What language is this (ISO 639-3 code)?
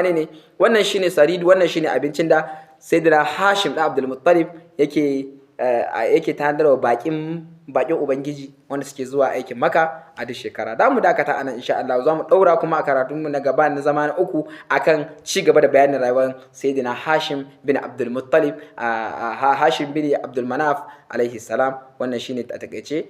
hau